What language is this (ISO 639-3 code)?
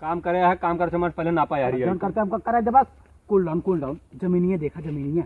awa